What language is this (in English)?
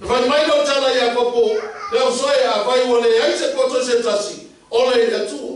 Samoan